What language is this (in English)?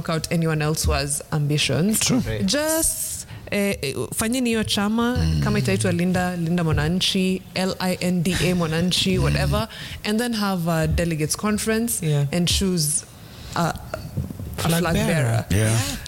Swahili